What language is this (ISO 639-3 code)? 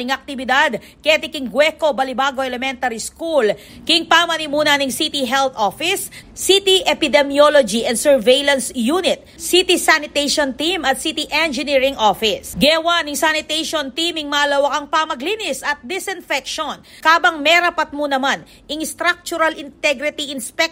pam